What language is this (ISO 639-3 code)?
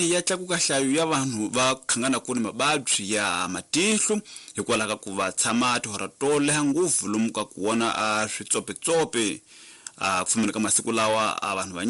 tso